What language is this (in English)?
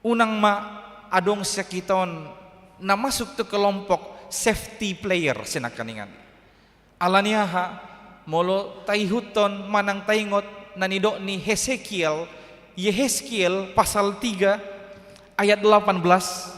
Batak Toba